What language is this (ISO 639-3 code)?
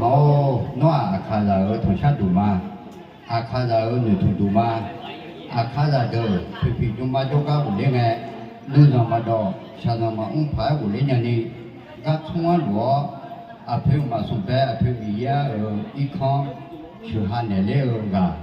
ahk